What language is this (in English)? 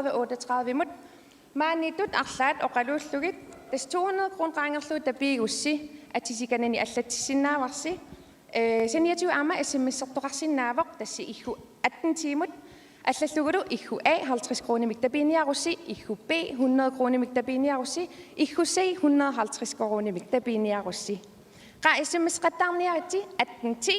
Kalaallisut